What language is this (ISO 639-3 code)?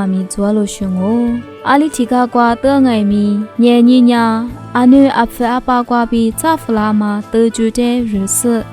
lis